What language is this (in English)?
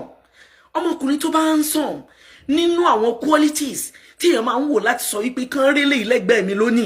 Yoruba